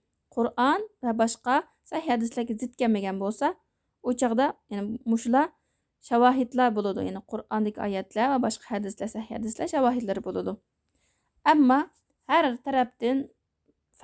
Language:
Uyghur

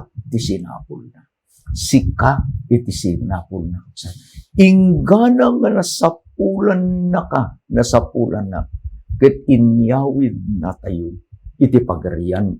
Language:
Iloko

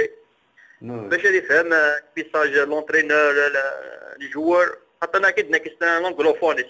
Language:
Kabyle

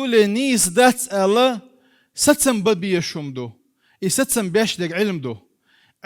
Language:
Chechen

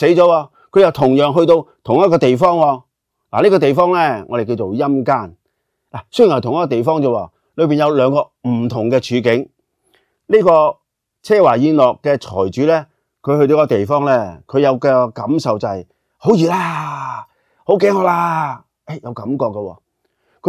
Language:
Cantonese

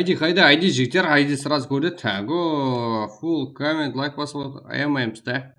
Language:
Kara-Kalpak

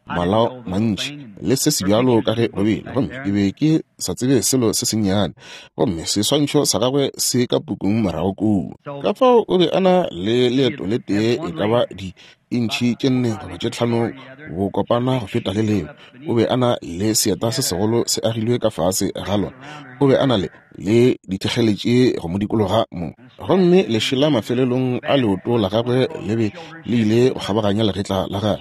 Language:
Northern Sotho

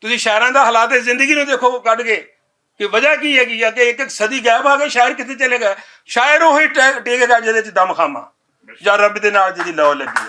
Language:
Western Panjabi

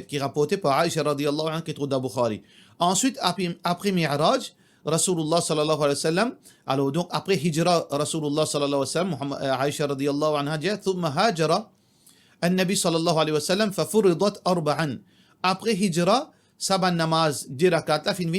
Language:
Morisyen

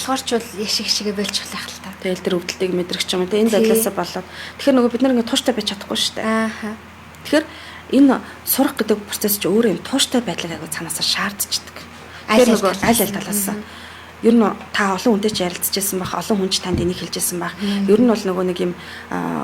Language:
Mongolian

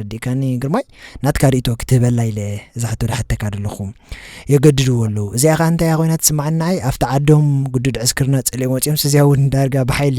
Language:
Tigrinya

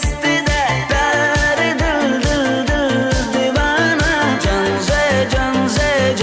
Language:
Kara-Kalpak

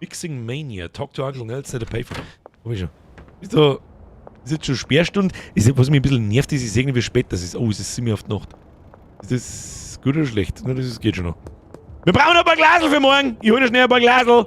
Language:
Bavarian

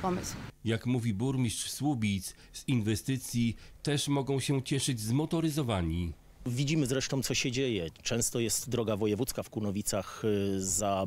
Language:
Polish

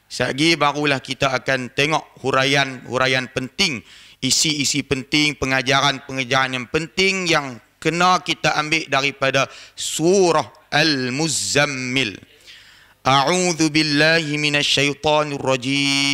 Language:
Malay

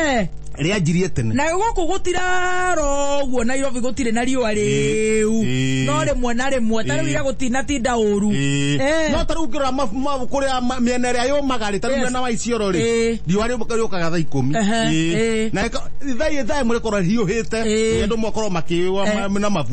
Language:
Kikuyu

